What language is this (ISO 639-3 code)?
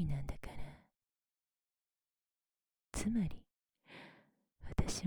jpn